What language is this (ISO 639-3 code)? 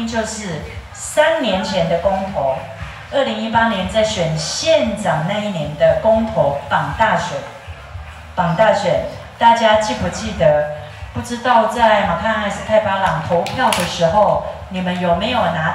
zho